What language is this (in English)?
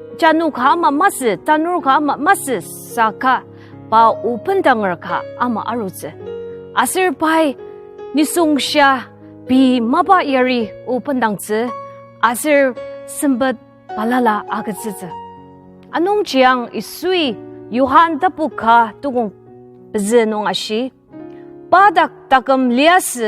Ao Naga